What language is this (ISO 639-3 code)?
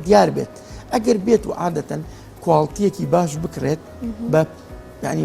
ckb